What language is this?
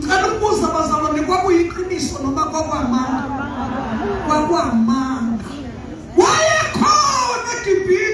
Zulu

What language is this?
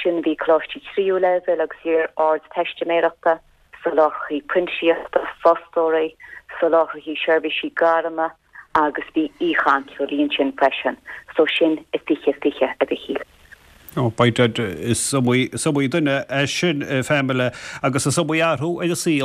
Irish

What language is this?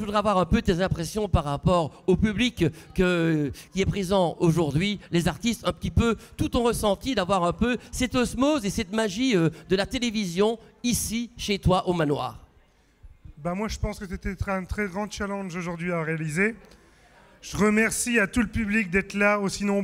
French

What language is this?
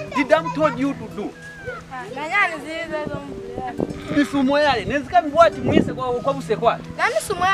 Lozi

